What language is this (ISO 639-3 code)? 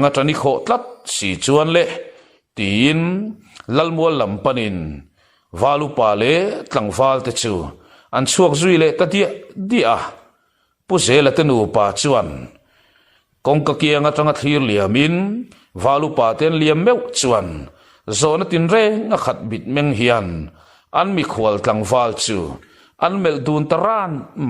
lus